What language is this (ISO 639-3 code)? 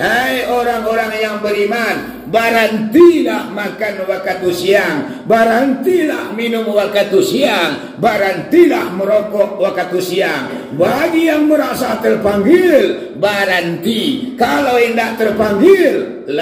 min